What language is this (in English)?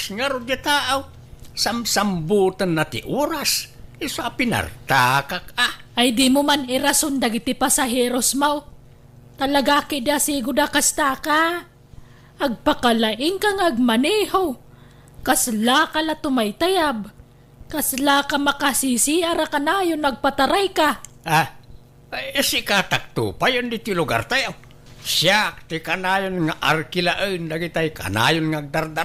Iloko